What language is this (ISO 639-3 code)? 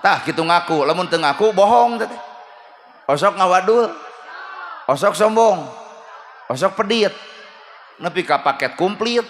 sun